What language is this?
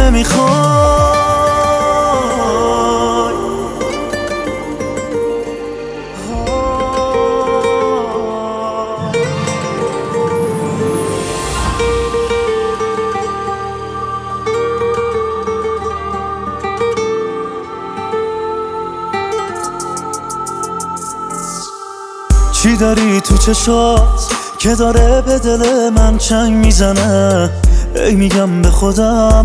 Persian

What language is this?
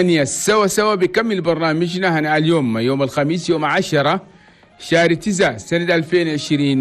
Chadian Arabic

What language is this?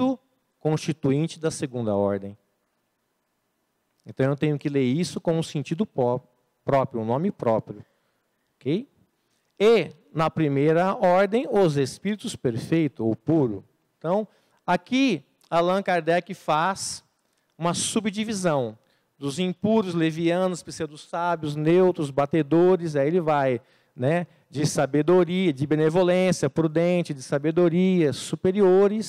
Portuguese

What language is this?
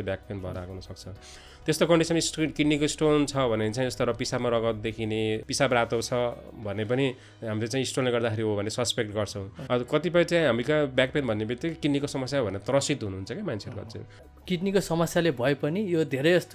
Nepali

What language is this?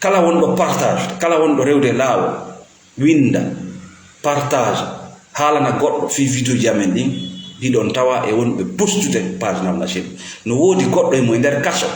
Fula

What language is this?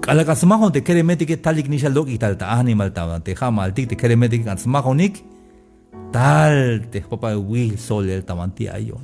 Tzeltal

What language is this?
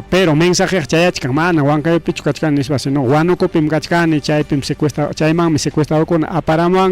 Ayacucho Quechua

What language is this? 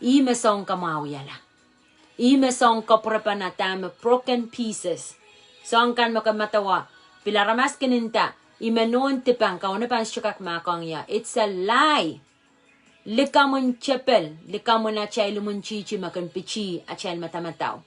Pohnpeian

